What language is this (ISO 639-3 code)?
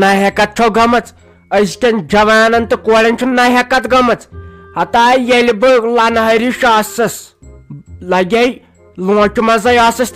kas